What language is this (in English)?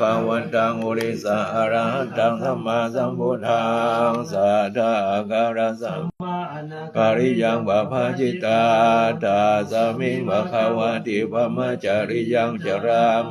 Pali